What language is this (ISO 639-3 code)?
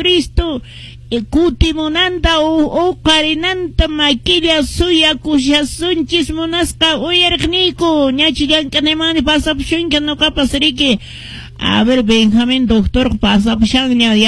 que